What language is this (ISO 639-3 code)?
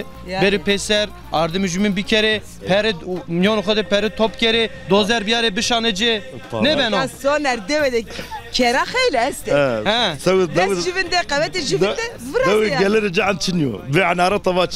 zza